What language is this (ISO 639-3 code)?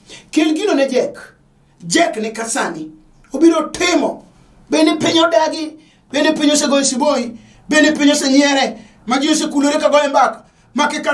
luo